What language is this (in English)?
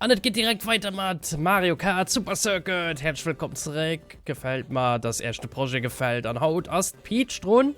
Luxembourgish